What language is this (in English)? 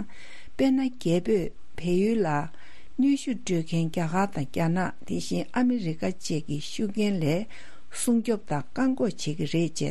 Tibetan